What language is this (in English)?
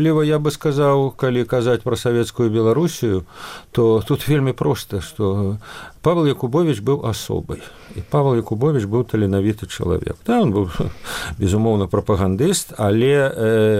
Belarusian